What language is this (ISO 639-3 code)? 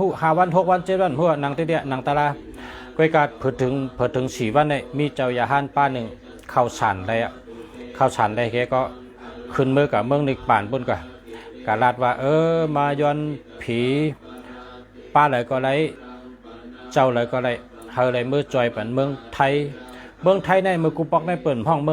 shn